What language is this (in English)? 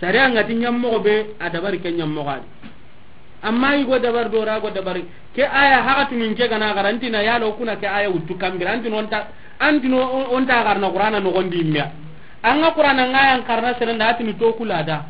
Soninke